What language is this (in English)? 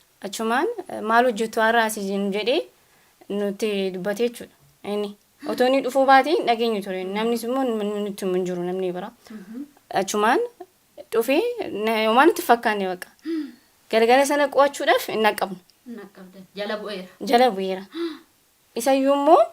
Oromo